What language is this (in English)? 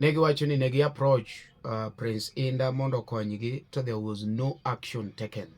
Luo (Kenya and Tanzania)